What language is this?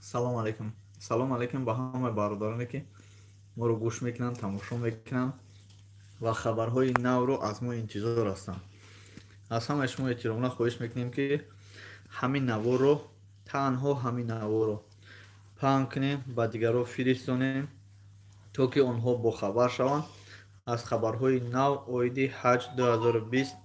Tajik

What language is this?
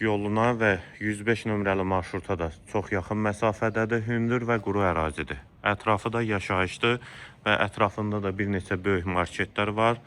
Azerbaijani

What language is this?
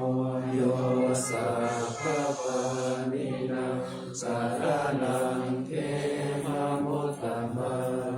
Pali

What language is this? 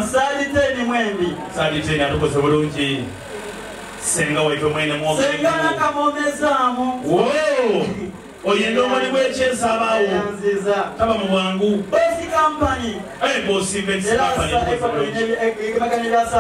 Soga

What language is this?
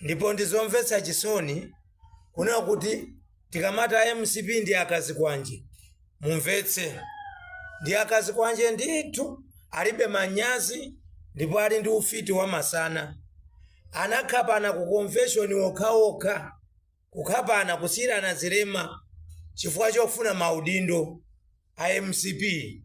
Nyanja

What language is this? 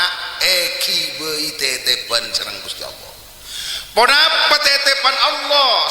Madurese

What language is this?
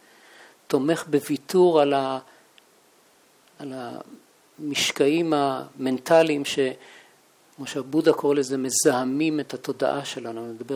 Hebrew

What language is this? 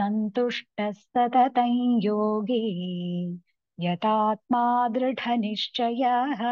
Sanskrit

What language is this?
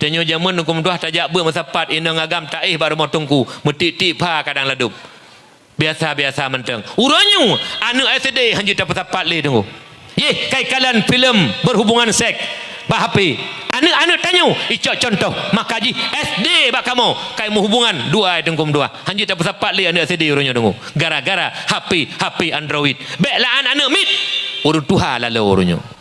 Achinese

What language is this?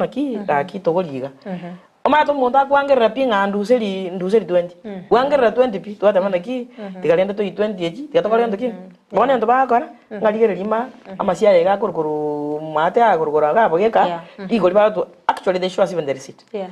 Gusii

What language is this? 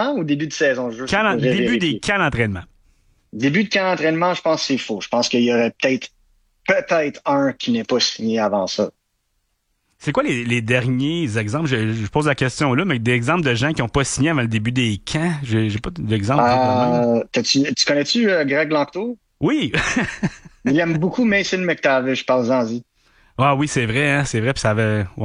French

